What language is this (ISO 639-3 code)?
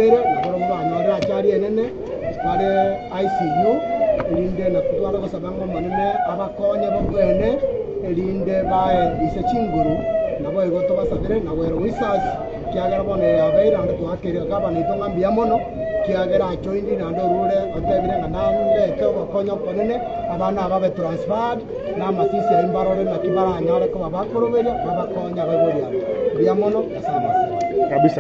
guz